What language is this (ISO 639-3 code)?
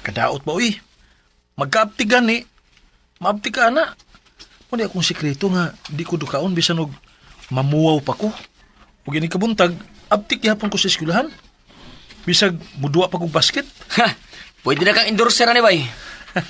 ceb